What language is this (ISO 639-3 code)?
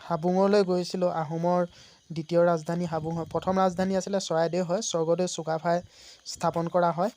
asm